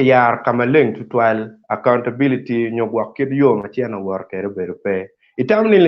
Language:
Acoli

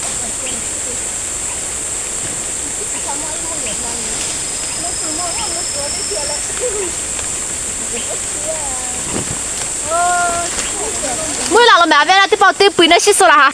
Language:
Lahu Shi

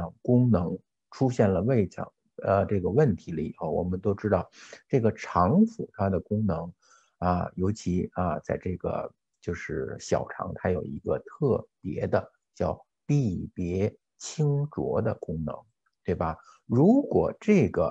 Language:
Chinese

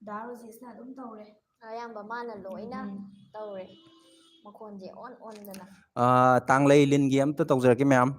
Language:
Manipuri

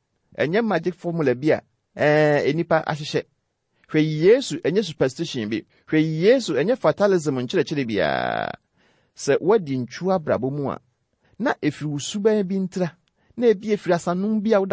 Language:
Akan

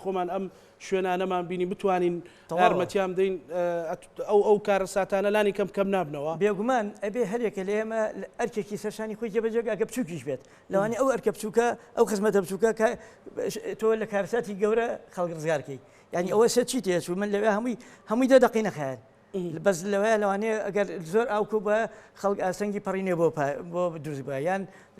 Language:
Central Kurdish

